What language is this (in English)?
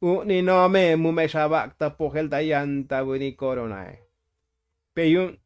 Tzotzil